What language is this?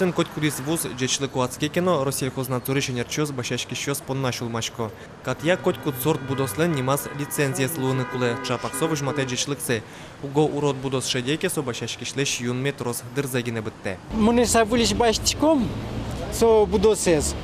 Udmurt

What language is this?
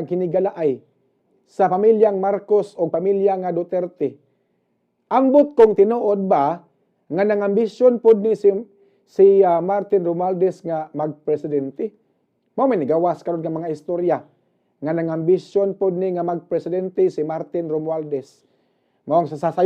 Cebuano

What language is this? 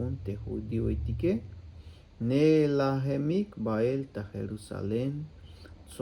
Tzeltal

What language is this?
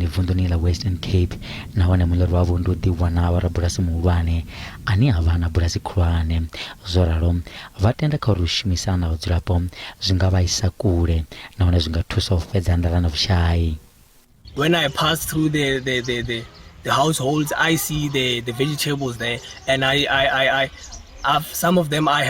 Venda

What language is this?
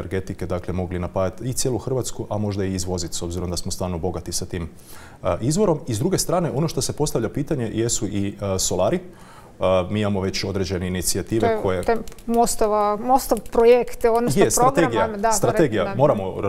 Croatian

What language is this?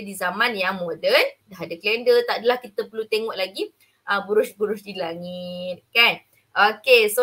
Malay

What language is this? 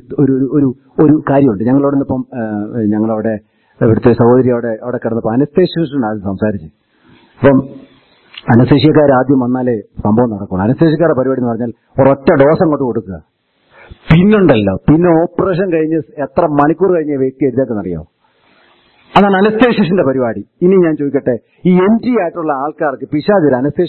Malayalam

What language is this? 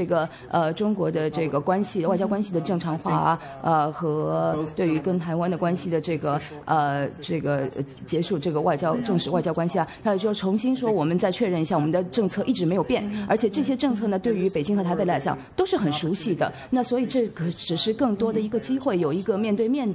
Chinese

